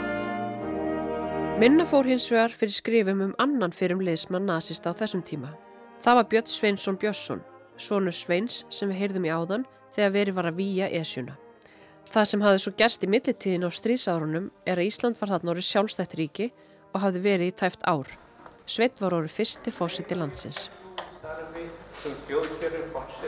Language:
Icelandic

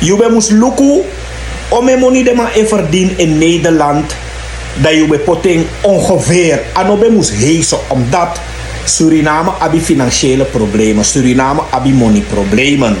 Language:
Sranan Tongo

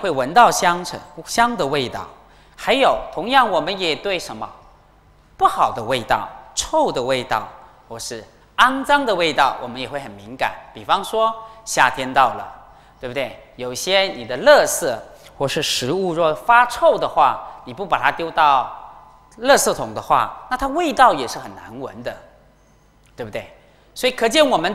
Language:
Chinese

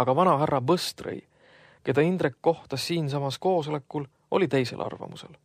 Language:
Estonian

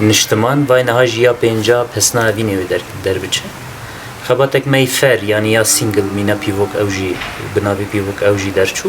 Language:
Kurdish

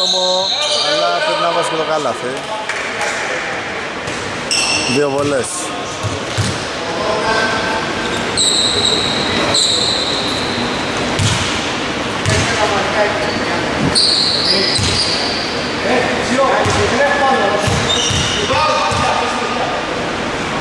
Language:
Greek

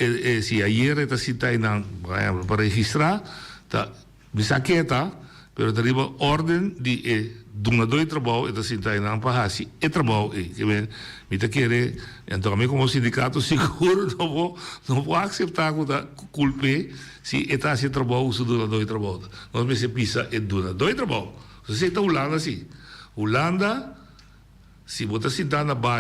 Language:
Papiamento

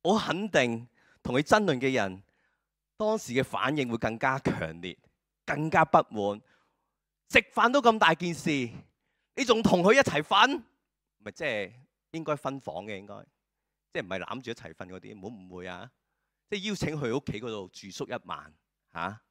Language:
Cantonese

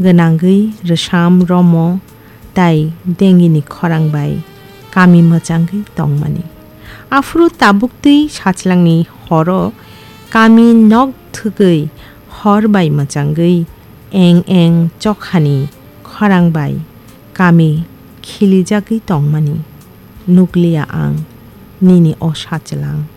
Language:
Kok Borok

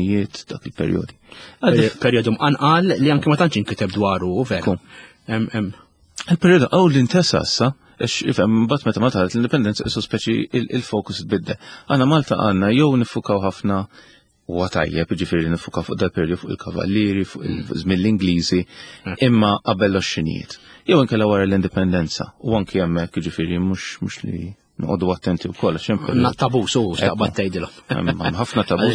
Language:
Maltese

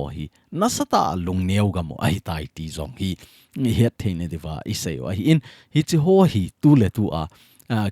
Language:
Thado Chin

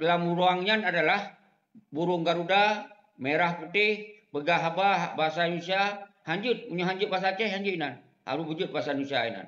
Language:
Achinese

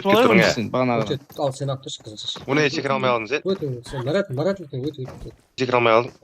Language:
Kara-Kalpak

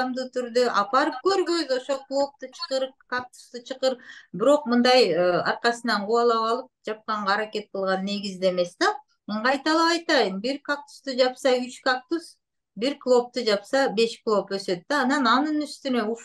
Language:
Kyrgyz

